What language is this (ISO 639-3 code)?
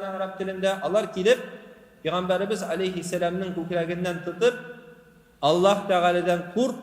tat